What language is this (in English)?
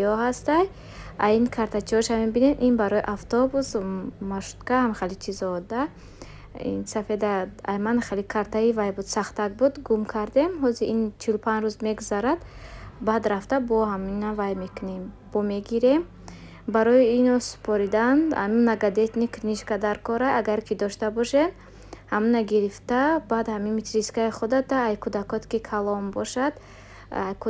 Tajik